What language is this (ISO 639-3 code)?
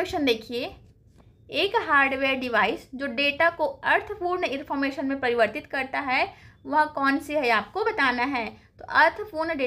hin